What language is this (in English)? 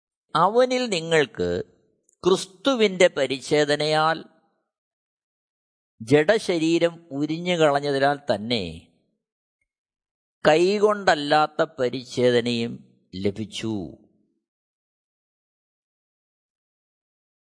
Malayalam